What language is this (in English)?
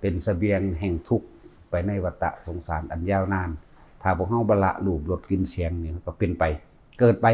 Northeastern Thai